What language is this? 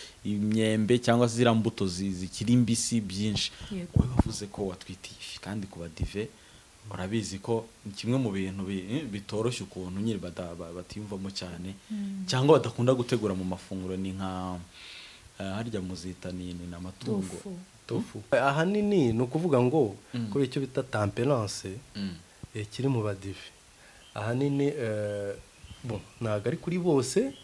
Kinyarwanda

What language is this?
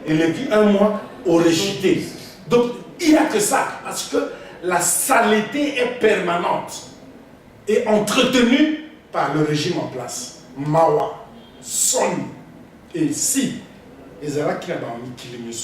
Lingala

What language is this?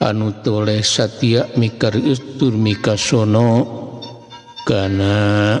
Sundanese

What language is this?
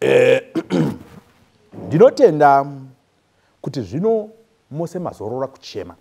Shona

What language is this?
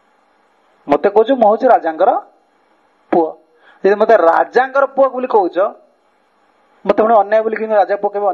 Odia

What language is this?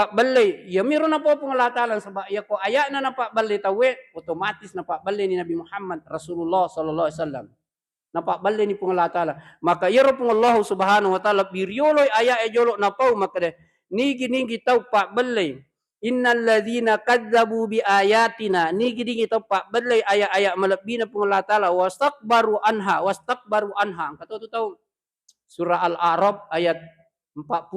Buginese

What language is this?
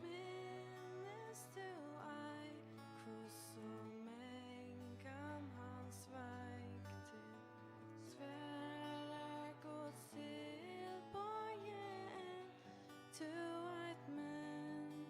Faroese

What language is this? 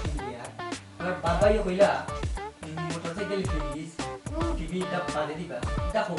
Sylheti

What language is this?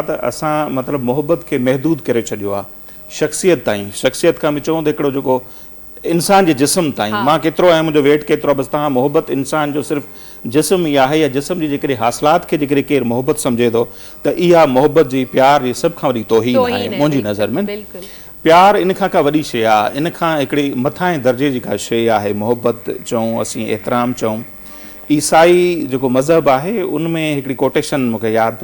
Sindhi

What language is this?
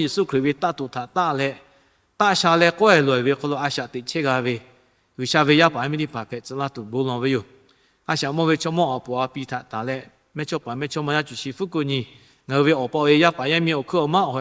Lahu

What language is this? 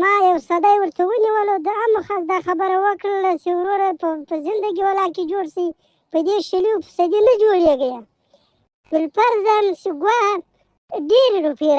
Pashto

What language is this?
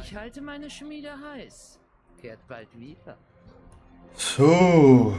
Swiss German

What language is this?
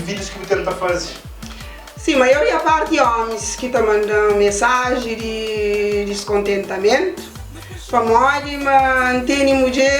Kabuverdianu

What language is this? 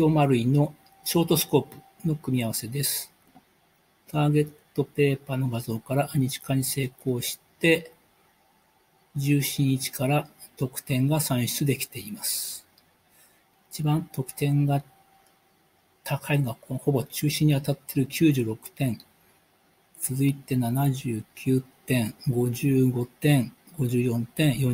Japanese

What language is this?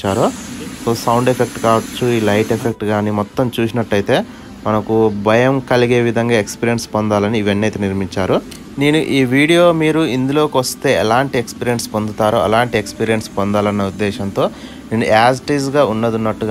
Telugu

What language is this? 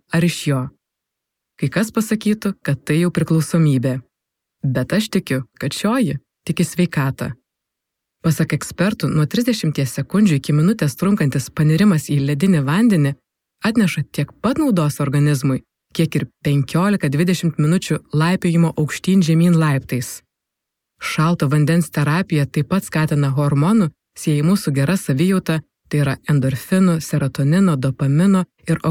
Lithuanian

